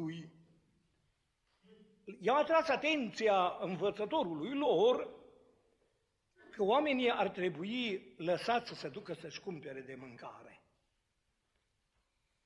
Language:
Romanian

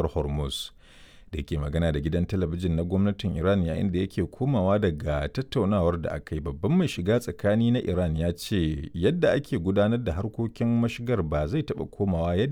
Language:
Hausa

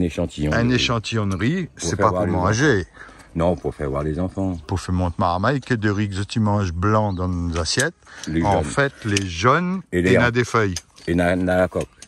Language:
Réunion Creole French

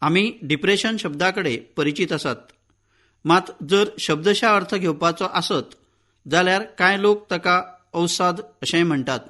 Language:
Konkani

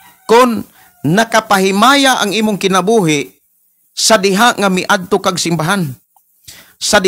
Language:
Cebuano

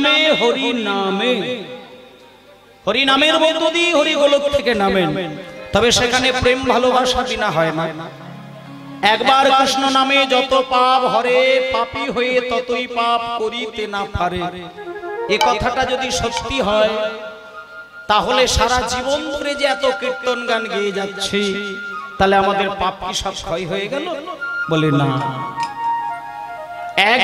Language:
Bangla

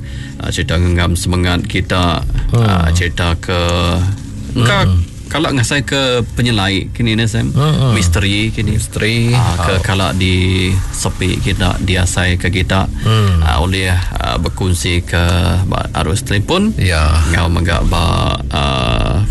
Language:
Iban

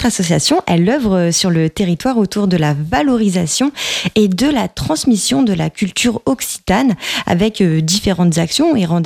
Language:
French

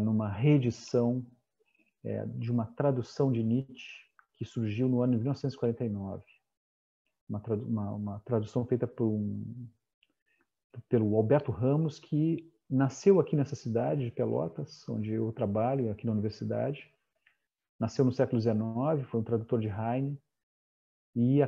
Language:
Portuguese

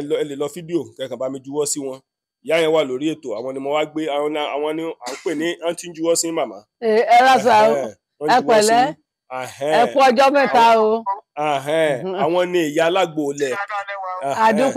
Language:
Yoruba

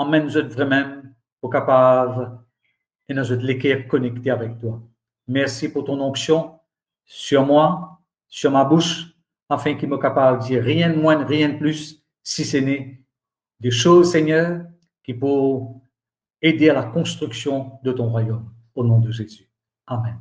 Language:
Morisyen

